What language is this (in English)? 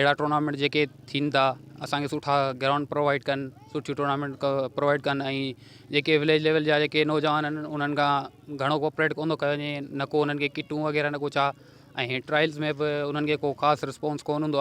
Sindhi